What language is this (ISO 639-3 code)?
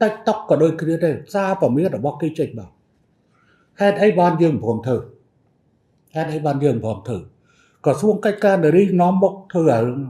khm